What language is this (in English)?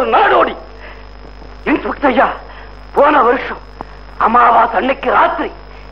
Tamil